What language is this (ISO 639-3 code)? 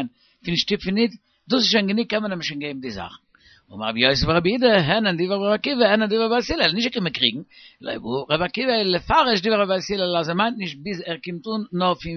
yid